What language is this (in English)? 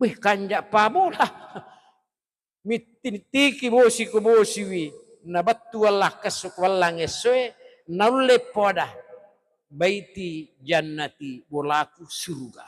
Buginese